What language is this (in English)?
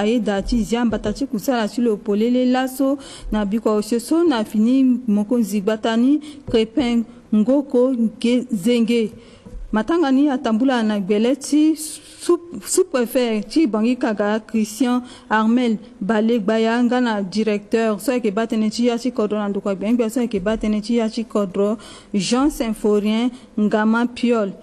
Sango